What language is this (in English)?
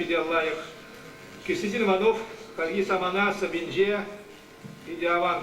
Chuvash